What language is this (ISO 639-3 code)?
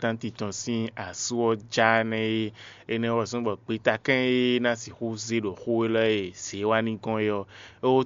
fon